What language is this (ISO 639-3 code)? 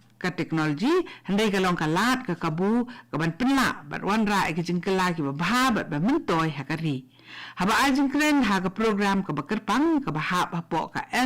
kha